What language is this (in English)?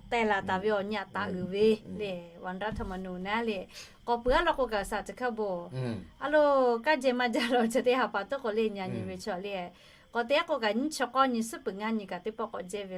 Lahu